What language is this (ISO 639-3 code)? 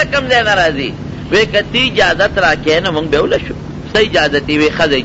pus